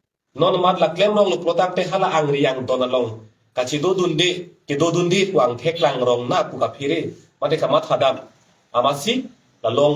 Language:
Karbi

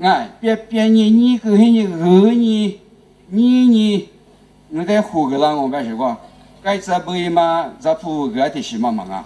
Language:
Lisu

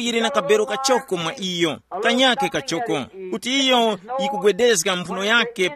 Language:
Tumbuka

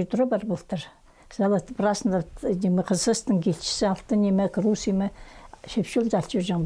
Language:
Khakas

